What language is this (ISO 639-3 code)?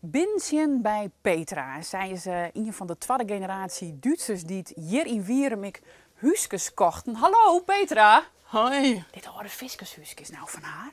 fry